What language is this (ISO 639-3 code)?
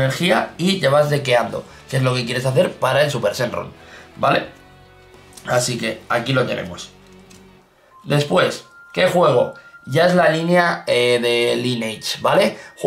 spa